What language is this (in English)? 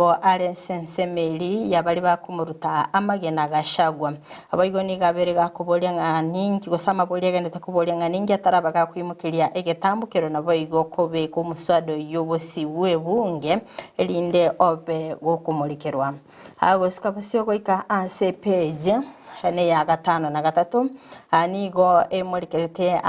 Gusii